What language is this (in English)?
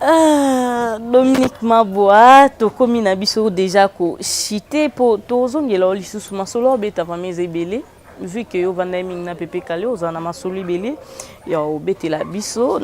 Lingala